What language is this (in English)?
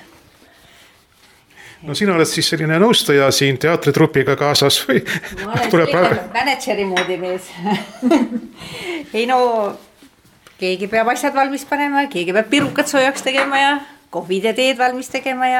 Estonian